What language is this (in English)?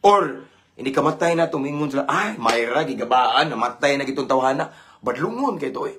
Cebuano